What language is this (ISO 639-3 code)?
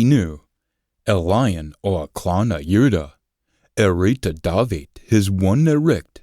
sco